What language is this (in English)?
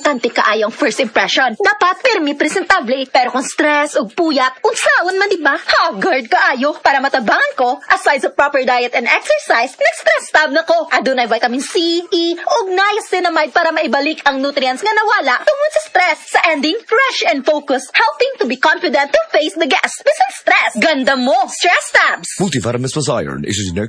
Cebuano